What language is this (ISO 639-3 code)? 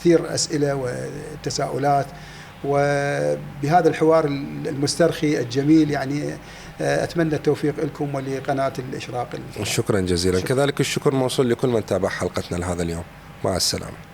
acm